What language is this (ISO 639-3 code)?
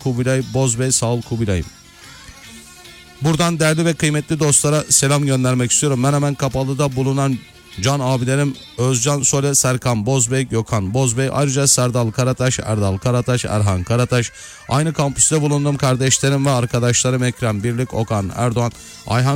tur